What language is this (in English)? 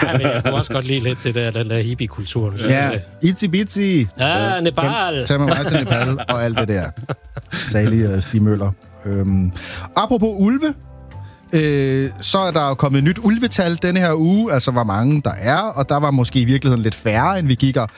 Danish